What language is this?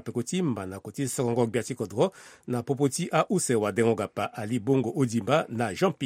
Sango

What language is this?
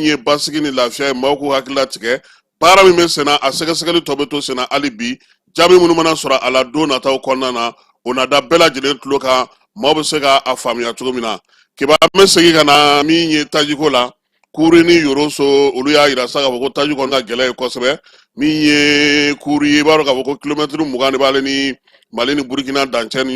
Bambara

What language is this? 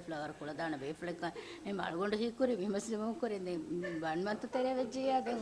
Divehi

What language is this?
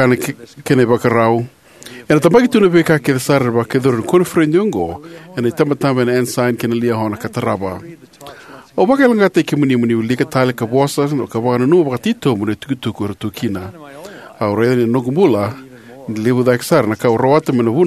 Fijian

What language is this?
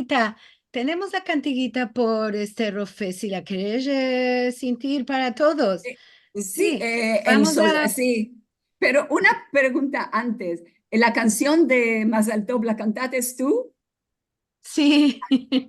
Ladino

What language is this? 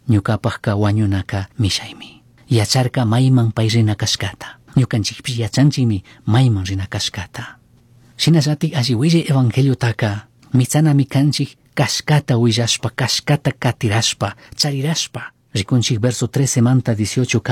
Chimborazo Highland Quichua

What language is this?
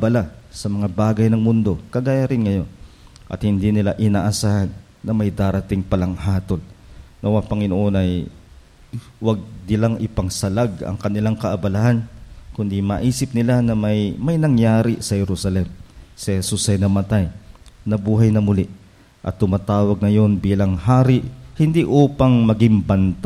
Filipino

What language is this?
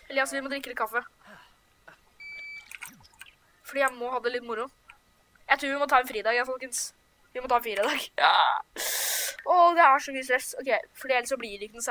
Norwegian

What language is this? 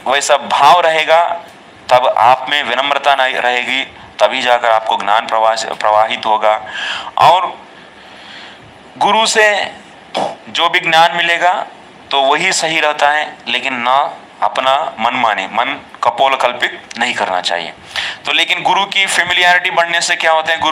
Hindi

